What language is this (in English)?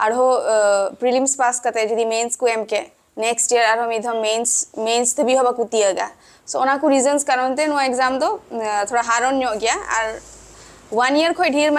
Santali